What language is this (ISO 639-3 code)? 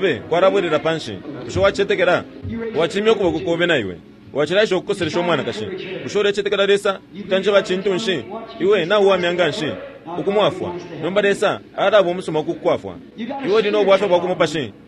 bem